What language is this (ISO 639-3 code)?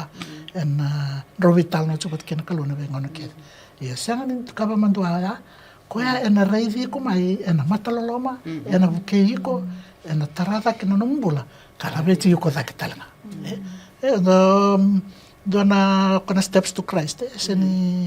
fij